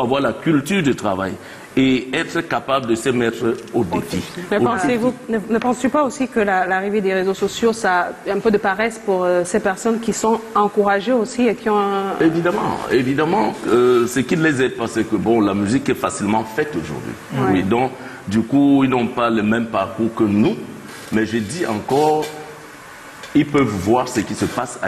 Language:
French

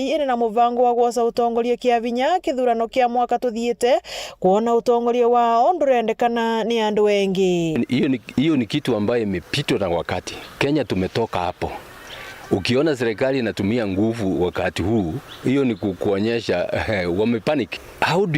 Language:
Meru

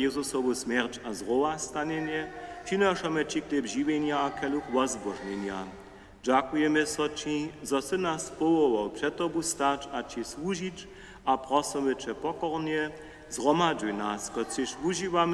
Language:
Upper Sorbian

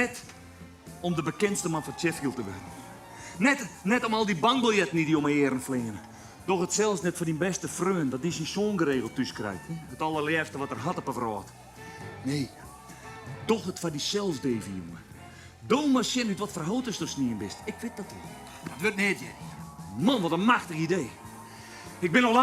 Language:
Western Frisian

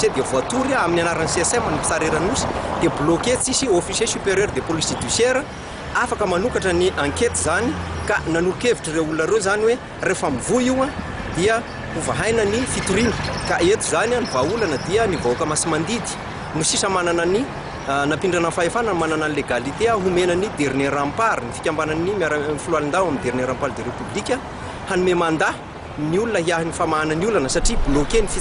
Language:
Malagasy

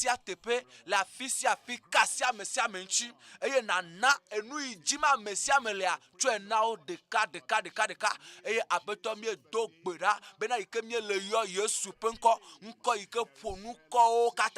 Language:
Ewe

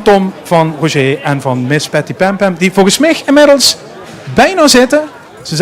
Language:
Limburgish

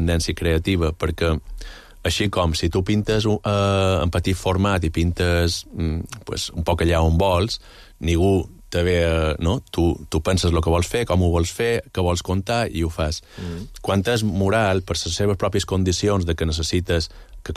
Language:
Catalan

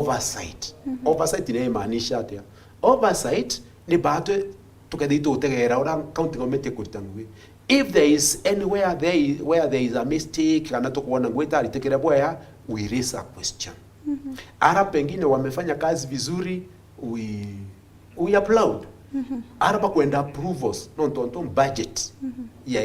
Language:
Meru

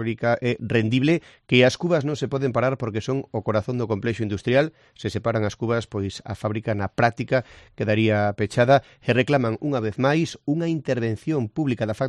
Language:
Galician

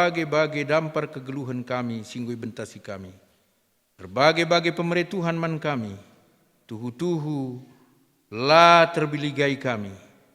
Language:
Batak Karo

